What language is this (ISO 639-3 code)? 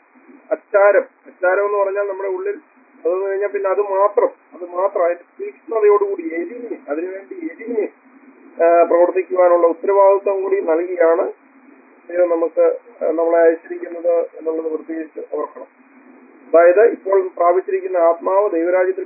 mal